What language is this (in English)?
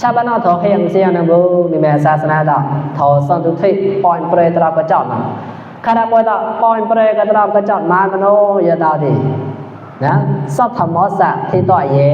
Mon